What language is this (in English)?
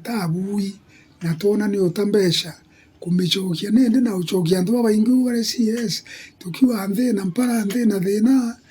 Meru